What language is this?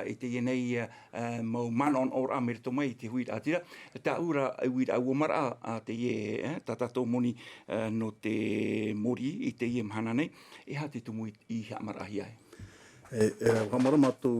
Tahitian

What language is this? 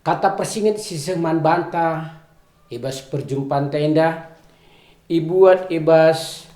Batak Karo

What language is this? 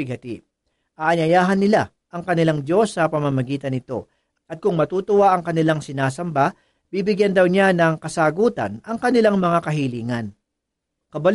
Filipino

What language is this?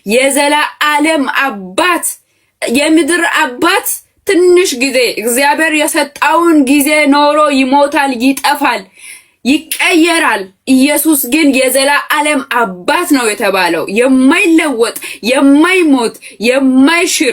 Amharic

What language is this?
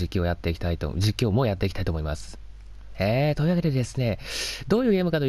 Japanese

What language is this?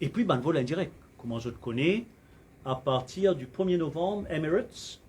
Morisyen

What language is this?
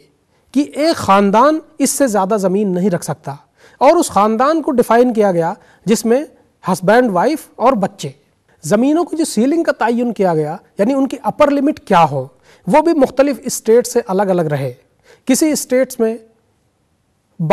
Urdu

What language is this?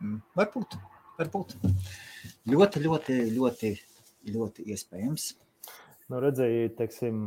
Latvian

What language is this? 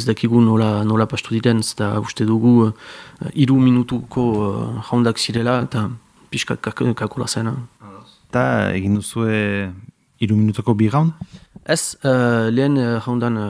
Basque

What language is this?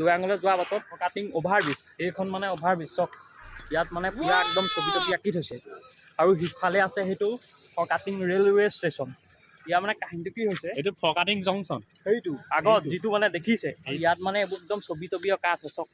Assamese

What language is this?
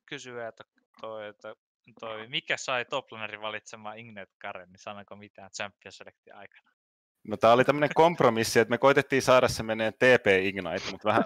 Finnish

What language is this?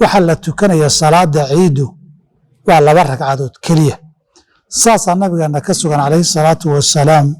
Somali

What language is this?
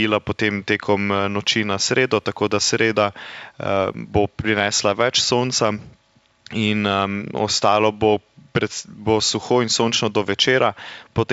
Slovenian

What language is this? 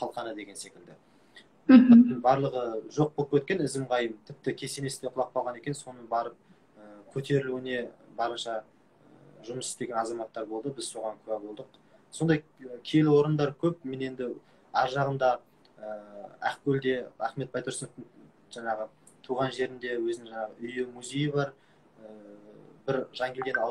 Kazakh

